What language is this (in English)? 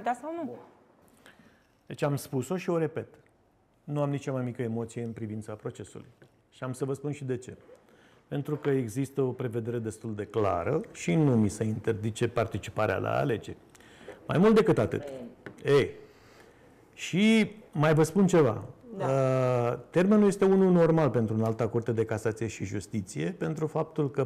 Romanian